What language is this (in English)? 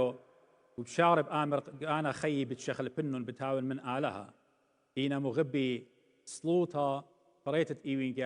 Assyrian Neo-Aramaic